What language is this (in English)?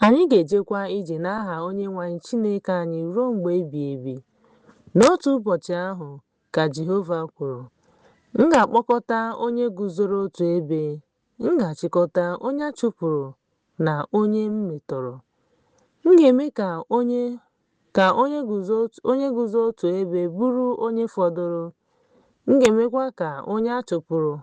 Igbo